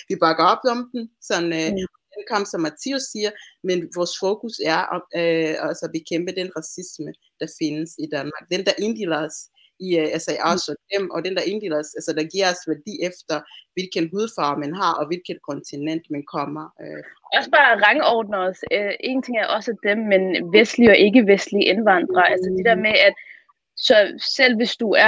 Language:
Danish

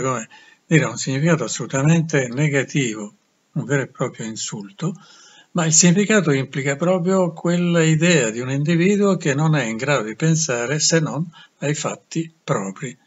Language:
Italian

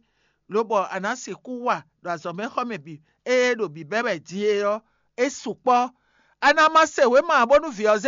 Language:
Fon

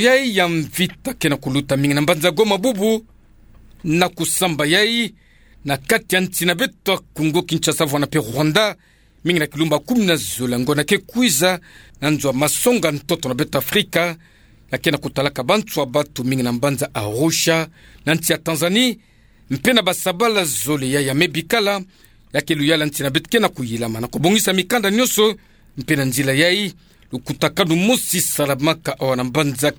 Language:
Kituba (Democratic Republic of Congo)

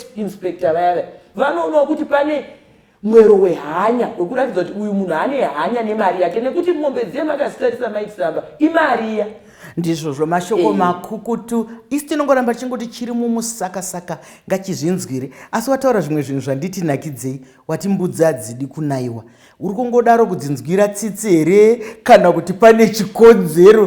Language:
Shona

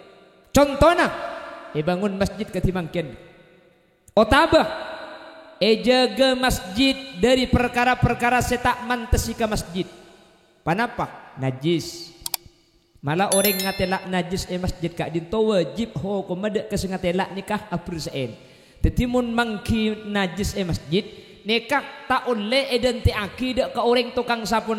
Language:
Madurese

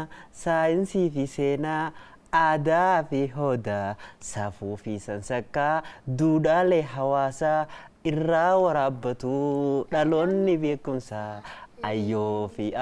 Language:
Oromo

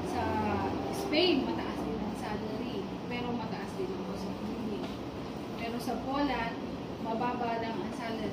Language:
Filipino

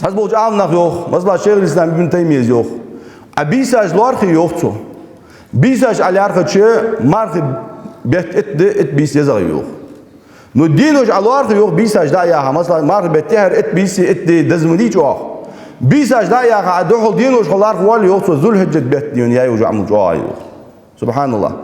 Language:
Ingush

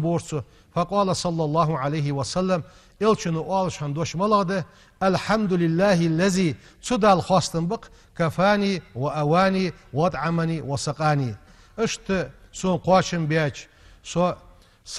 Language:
Ingush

